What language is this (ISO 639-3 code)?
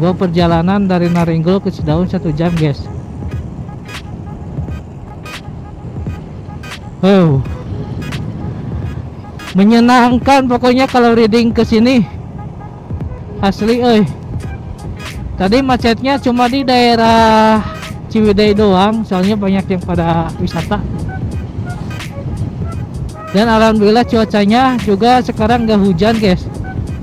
ind